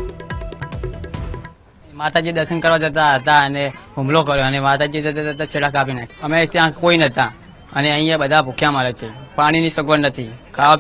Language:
Gujarati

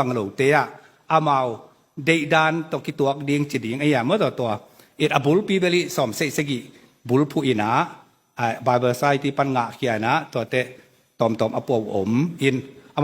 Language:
Tedim Chin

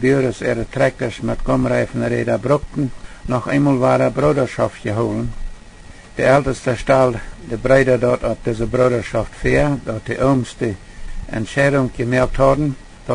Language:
Plautdietsch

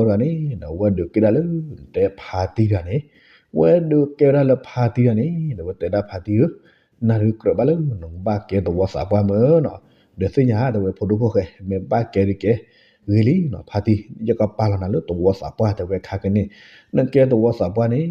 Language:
S'gaw Karen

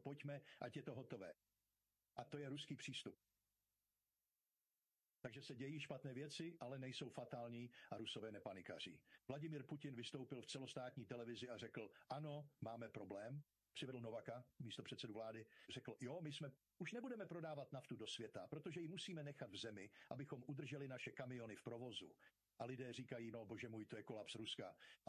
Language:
Czech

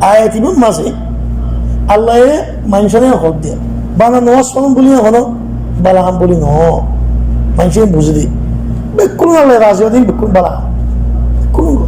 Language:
Rohingya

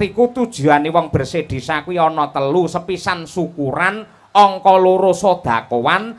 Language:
Javanese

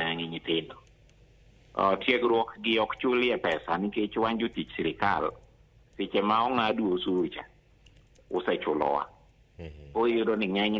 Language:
Luo (Kenya and Tanzania)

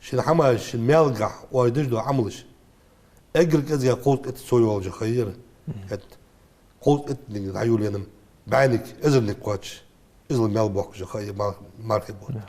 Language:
Ingush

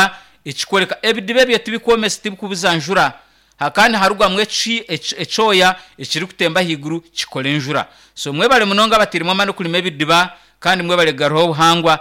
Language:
Nyankole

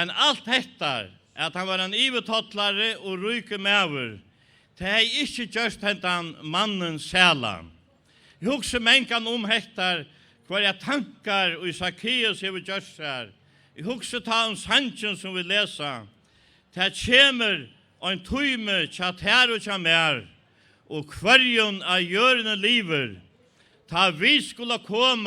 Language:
Faroese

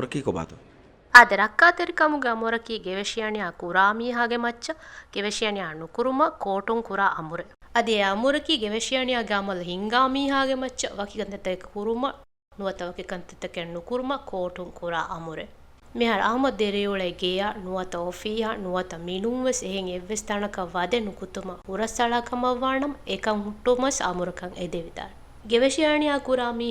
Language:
Divehi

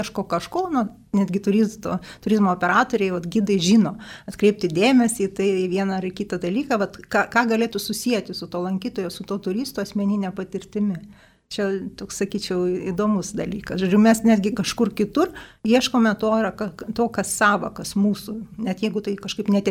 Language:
Lithuanian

